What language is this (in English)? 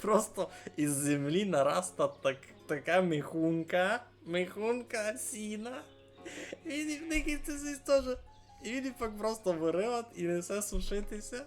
Rusyn